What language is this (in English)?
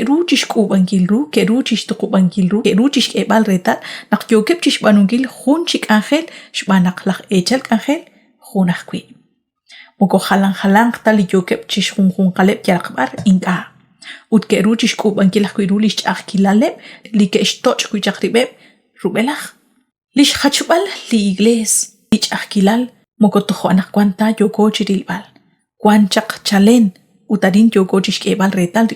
Kekchí